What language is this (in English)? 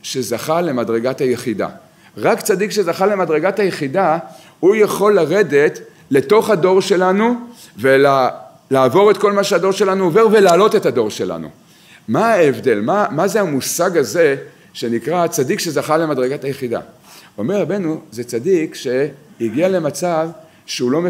Hebrew